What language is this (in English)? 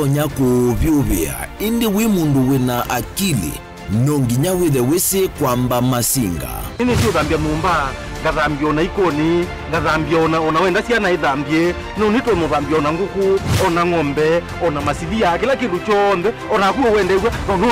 Kamba